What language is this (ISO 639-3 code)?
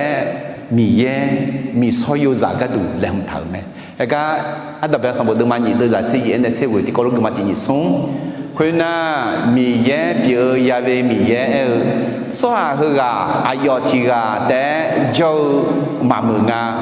ahk